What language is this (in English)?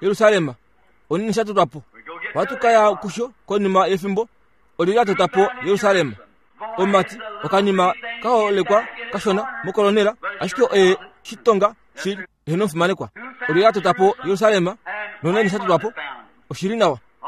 Kuanyama